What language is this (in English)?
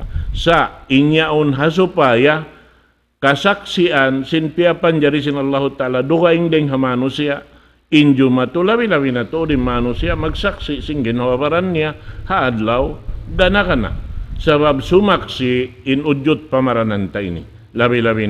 Tausug